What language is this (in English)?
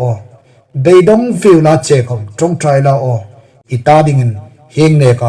Hmar